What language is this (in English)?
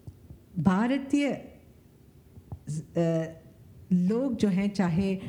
Hindi